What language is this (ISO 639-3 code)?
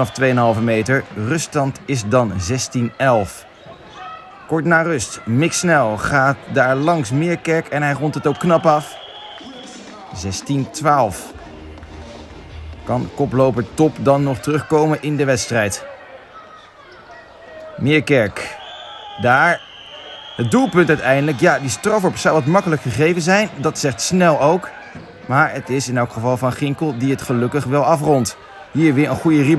nld